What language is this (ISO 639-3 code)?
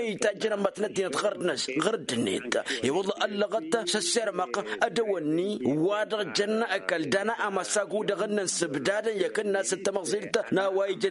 taq